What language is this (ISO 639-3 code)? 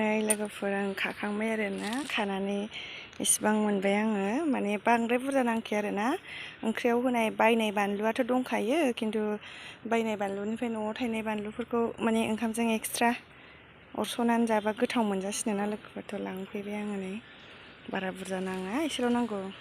brx